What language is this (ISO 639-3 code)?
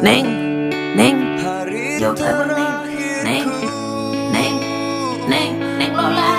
bew